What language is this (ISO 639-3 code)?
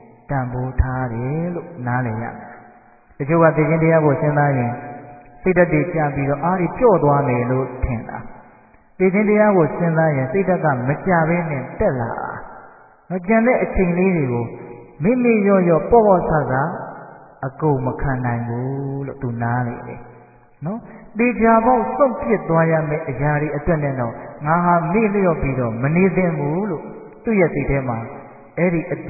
mya